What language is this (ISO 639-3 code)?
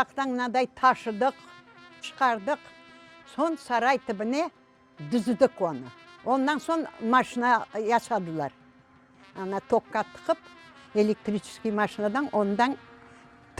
crh